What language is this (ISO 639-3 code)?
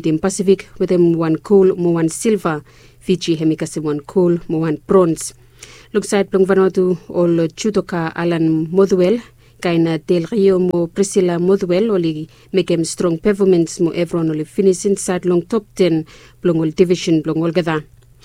bis